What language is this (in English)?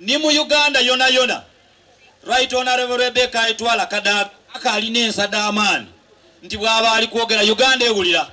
Soga